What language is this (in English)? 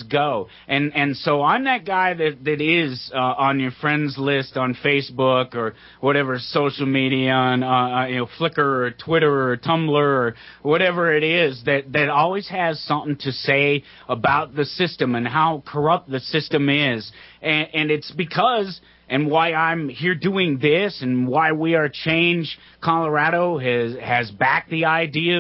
English